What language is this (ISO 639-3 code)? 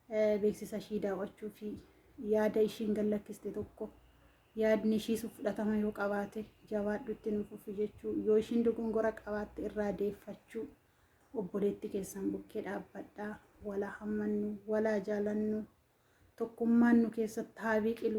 orm